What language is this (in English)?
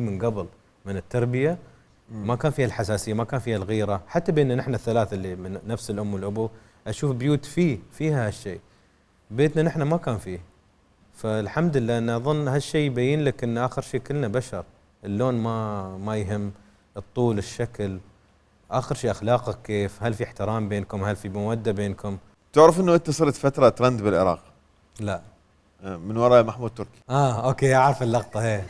Mesopotamian Arabic